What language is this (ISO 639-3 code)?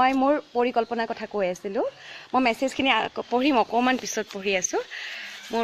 asm